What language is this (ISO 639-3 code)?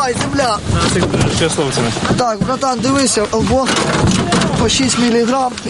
ukr